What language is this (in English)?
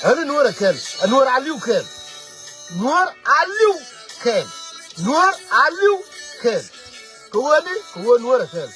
Nuer